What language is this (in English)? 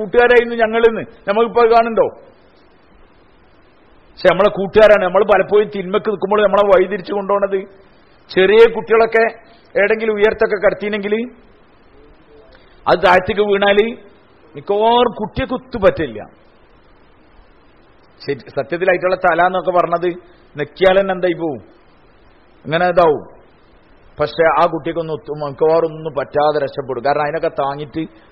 Malayalam